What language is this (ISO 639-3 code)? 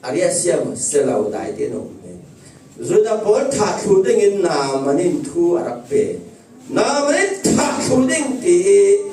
cfm